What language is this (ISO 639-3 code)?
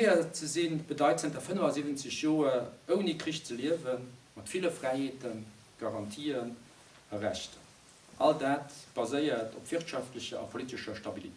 ltz